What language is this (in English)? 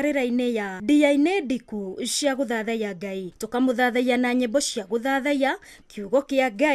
Kikuyu